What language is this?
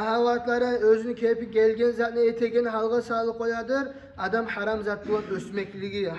Kumyk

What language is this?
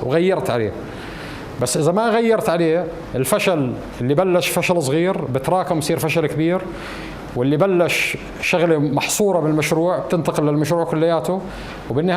North Levantine Arabic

